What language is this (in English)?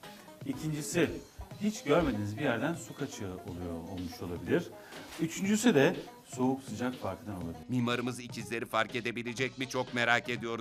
Turkish